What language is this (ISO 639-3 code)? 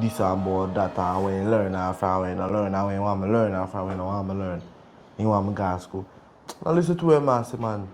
jam